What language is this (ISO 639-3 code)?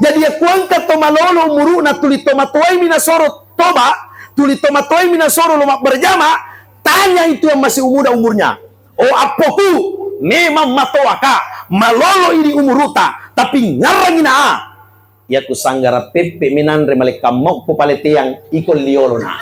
bug